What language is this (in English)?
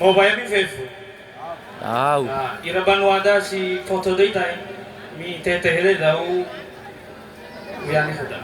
Nias